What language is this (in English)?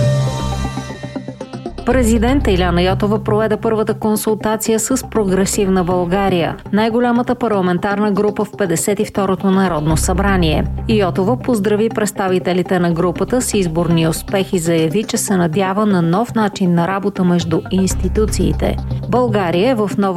Bulgarian